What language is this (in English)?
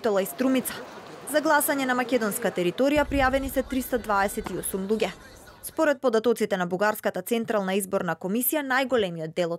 Macedonian